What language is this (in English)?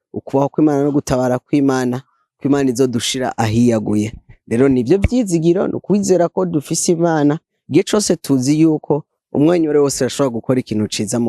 Rundi